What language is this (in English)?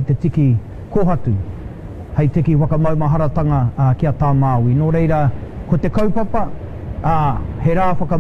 Māori